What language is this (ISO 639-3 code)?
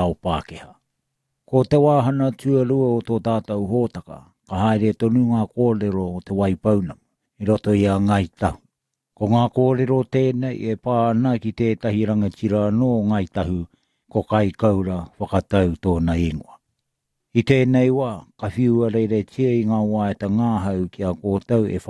mri